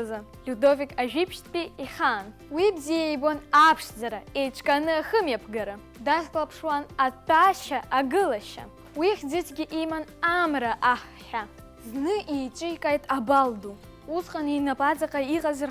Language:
Abkhazian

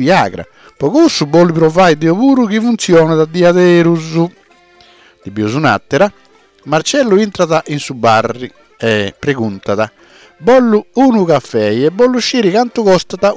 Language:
Sardinian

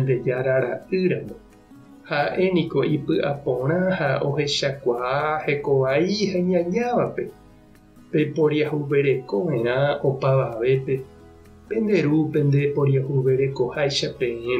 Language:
Guarani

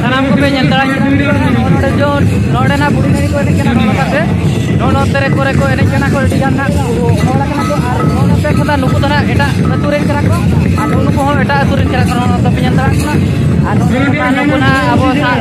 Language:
Santali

